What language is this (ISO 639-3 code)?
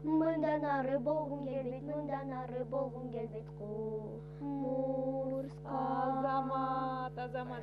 kir